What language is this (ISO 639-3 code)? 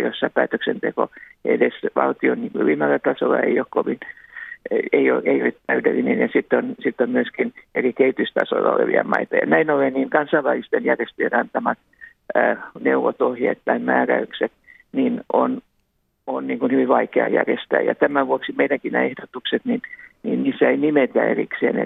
fin